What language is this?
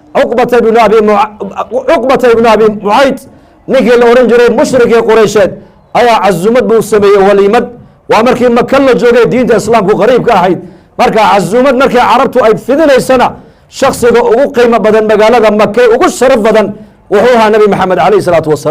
Somali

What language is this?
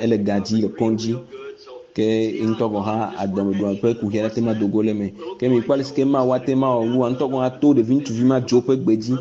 Ewe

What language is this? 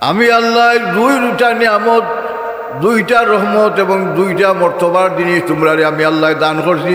Sylheti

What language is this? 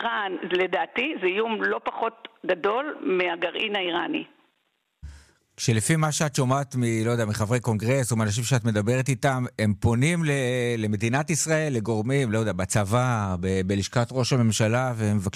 Hebrew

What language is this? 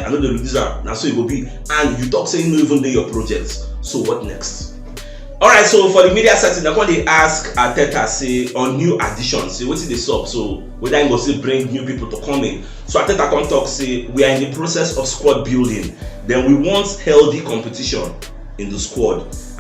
Nigerian Pidgin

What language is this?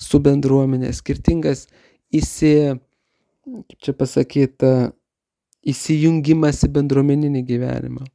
Lithuanian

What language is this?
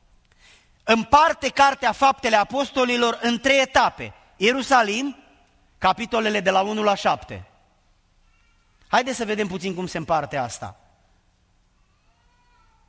Romanian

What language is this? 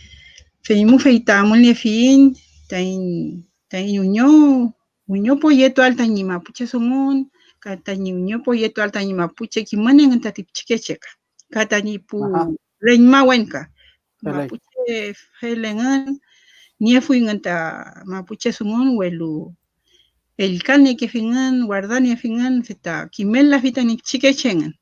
Mapuche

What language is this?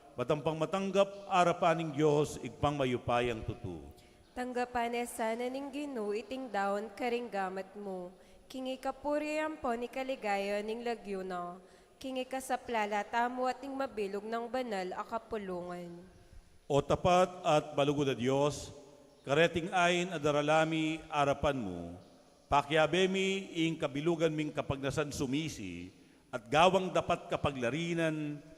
Pampanga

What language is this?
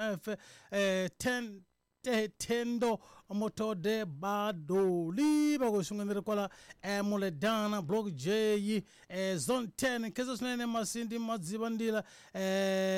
Tsonga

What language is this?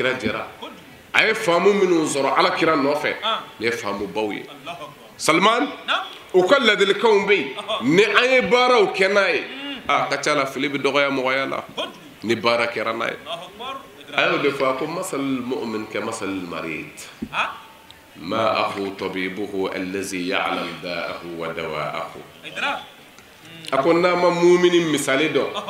Bambara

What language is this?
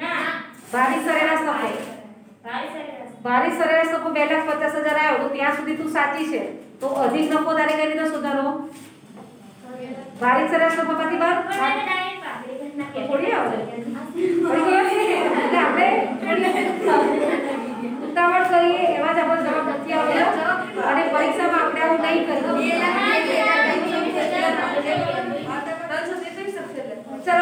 Gujarati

